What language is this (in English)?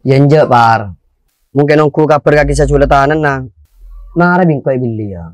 Madurese